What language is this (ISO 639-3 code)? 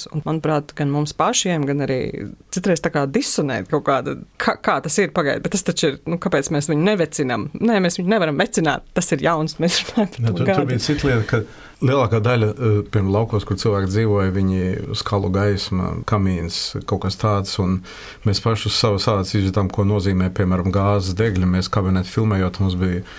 lav